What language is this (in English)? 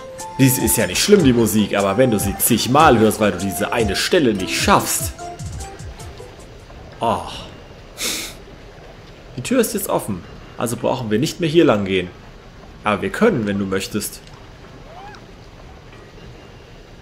German